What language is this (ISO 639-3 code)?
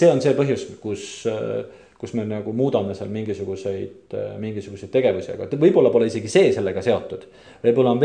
est